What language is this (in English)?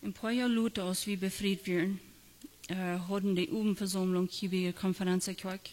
Plautdietsch